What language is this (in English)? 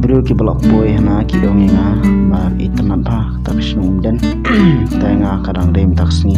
Khasi